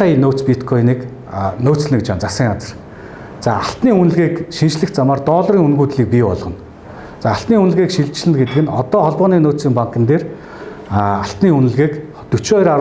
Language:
Mongolian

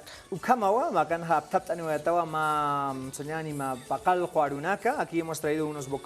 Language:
Aymara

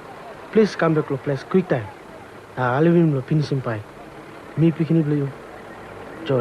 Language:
Tok Pisin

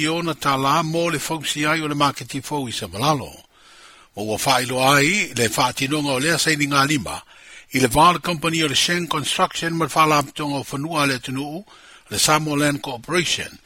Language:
Samoan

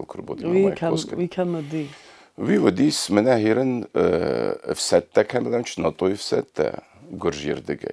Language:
Ossetic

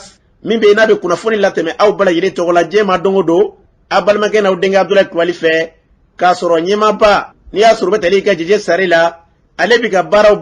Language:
Bambara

